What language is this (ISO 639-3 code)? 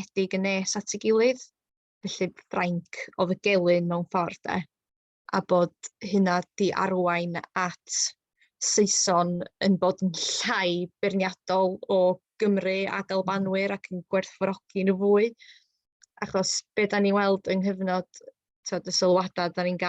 cym